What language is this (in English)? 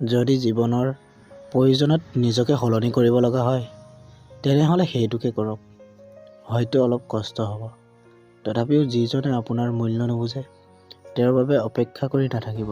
Assamese